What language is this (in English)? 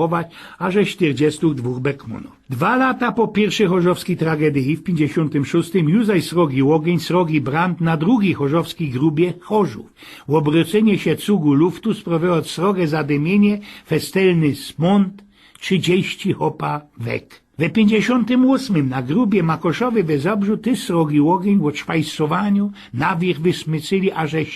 Silesian